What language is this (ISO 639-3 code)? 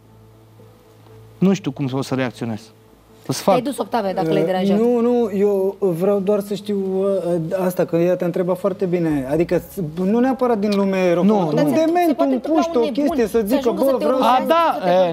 ron